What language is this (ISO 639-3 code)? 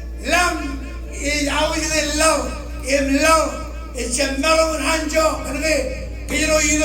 mah